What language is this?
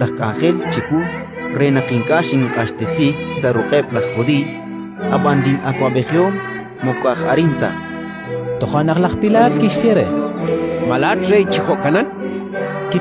Kekchí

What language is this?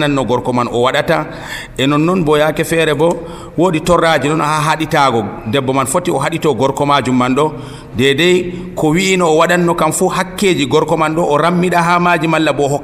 Nigerian Fulfulde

